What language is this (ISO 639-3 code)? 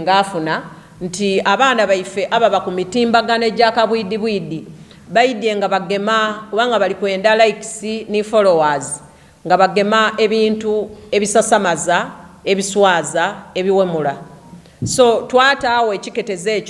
xog